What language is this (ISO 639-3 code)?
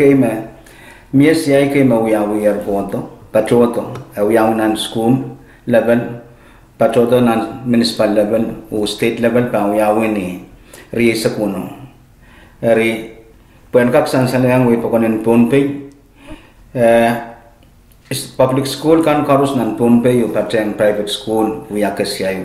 pon